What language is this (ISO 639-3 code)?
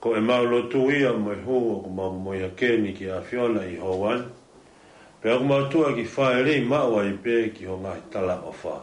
ton